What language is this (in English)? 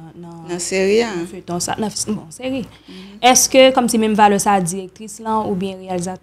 Haitian Creole